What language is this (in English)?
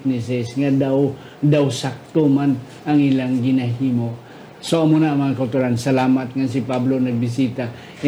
Hiligaynon